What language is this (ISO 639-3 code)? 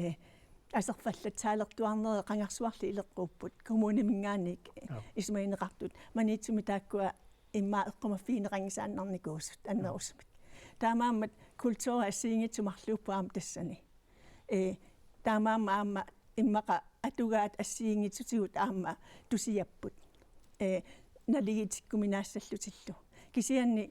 kal